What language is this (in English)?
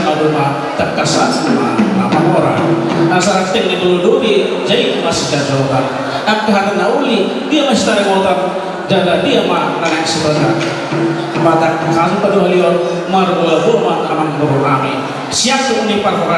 Batak Toba